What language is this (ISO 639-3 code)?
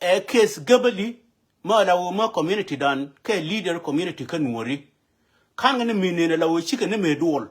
nus